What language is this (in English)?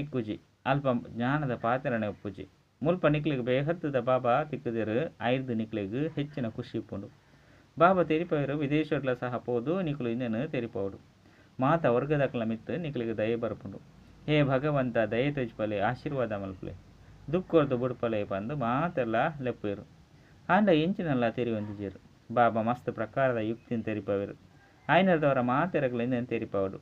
Tulu